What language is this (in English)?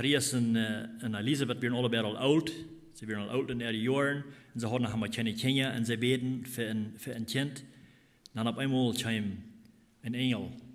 Plautdietsch